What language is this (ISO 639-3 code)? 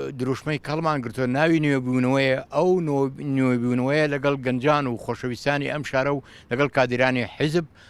ckb